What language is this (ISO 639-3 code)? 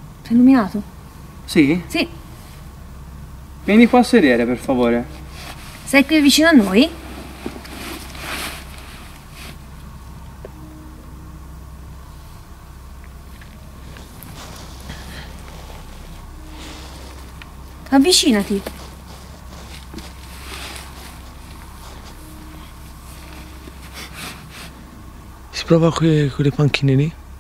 ita